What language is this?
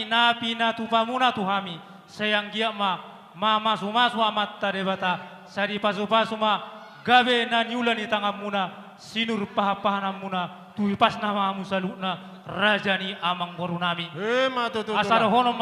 Batak Toba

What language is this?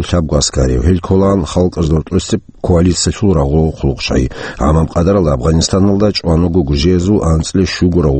Avaric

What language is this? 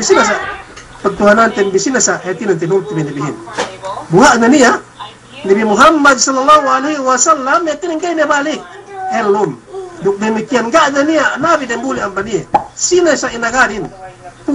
Yakan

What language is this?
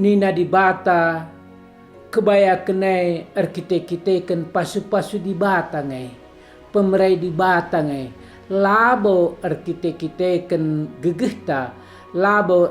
Batak Karo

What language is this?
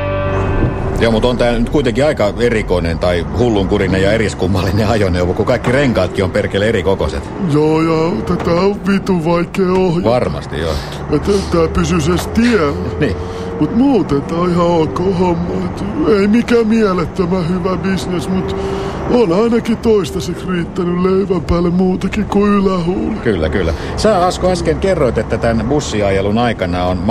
Finnish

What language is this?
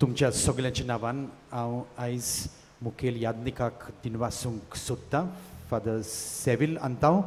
Konkani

